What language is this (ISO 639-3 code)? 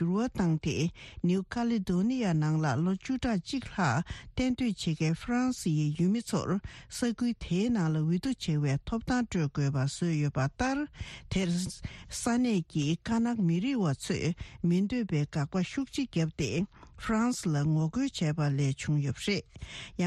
bod